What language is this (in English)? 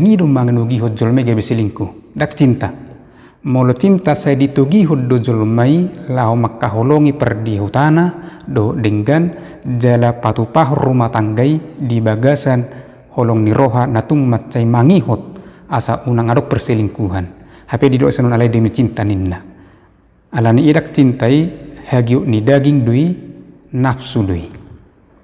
Batak Toba